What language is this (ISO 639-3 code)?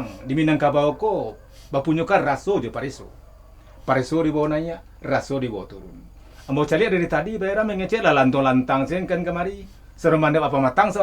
min